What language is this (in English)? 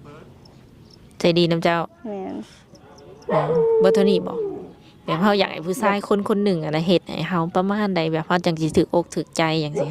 Lao